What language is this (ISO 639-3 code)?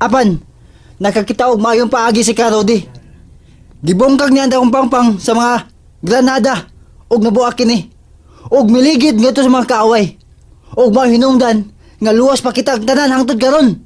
ceb